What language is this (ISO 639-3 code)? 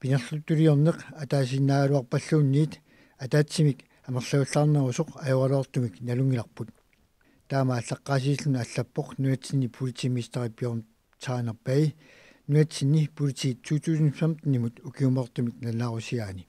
kal